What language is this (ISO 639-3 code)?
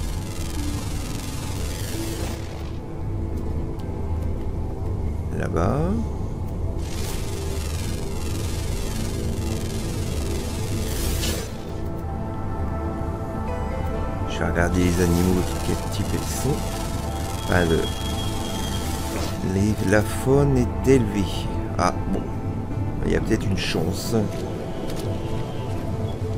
fra